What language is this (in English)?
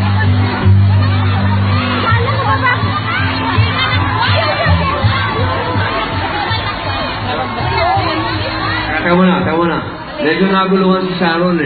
Filipino